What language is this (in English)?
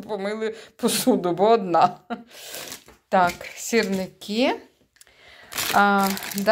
Ukrainian